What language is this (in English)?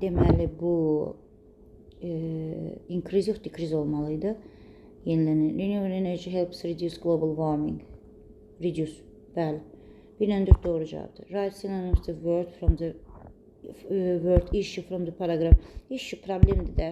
Azerbaijani